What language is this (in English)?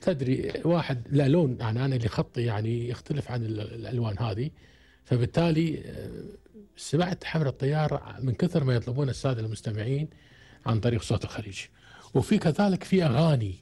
Gulf Arabic